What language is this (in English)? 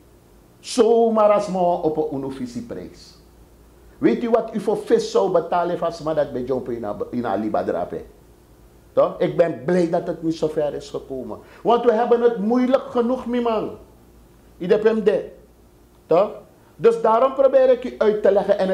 Sranan Tongo